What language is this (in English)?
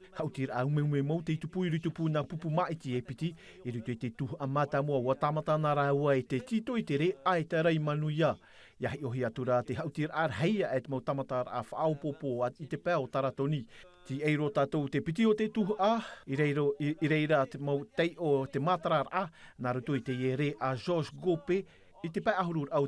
Tahitian